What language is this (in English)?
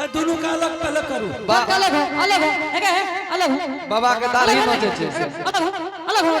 Angika